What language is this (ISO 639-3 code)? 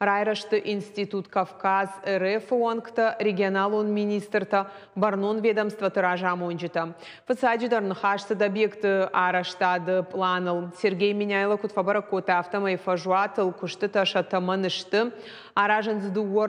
oss